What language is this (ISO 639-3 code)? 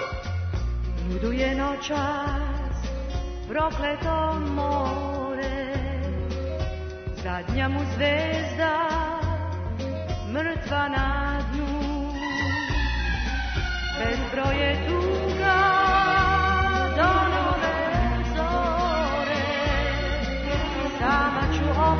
srp